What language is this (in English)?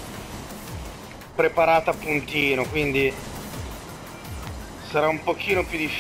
Italian